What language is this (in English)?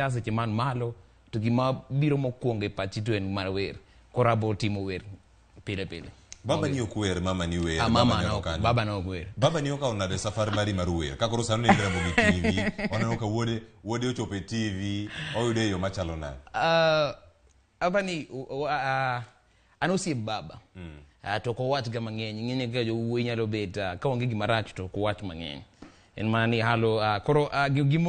Luo (Kenya and Tanzania)